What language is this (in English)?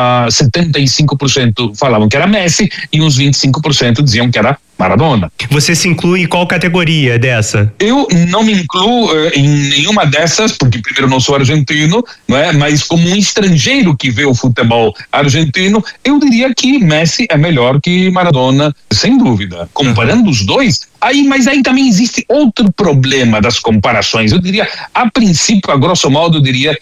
Portuguese